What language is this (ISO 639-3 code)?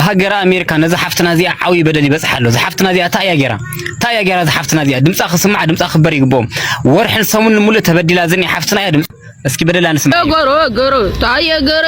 tir